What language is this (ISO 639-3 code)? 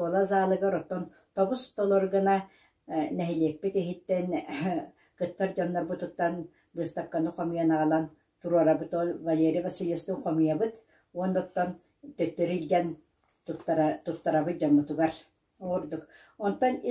sah